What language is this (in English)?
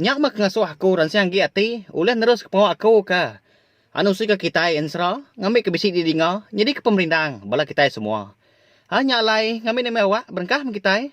Iban